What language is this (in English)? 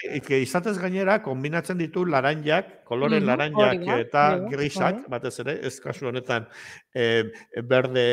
Basque